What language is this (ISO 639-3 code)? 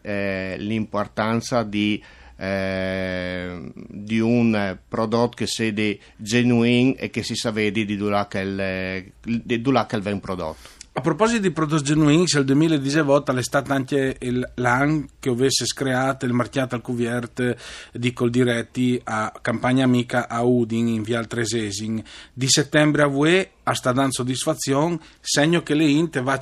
fur